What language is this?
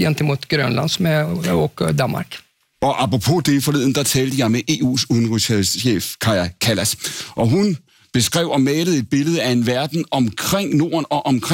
Danish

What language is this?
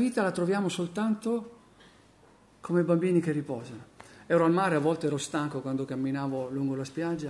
Italian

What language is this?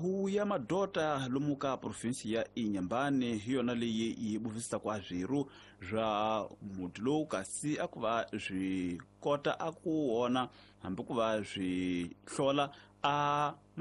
Tsonga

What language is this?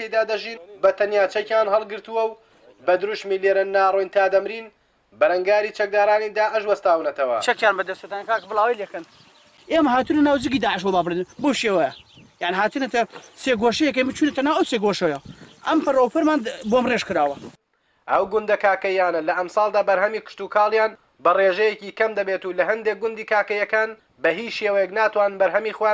Central Kurdish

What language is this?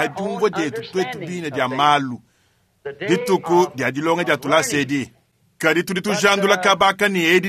Luba-Lulua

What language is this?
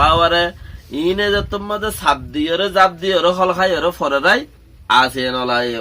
Rohingya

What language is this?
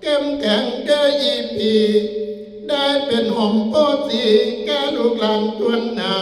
Northeastern Thai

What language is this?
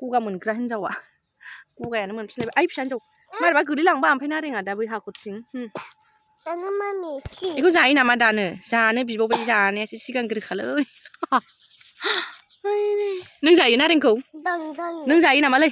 Bodo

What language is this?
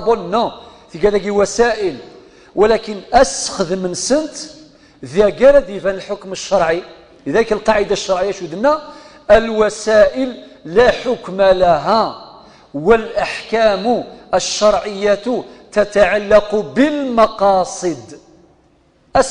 Kabyle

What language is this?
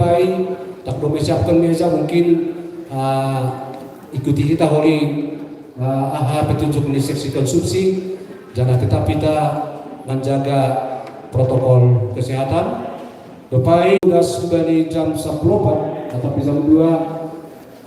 Batak Simalungun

